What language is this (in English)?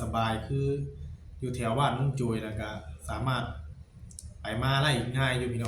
Northeastern Thai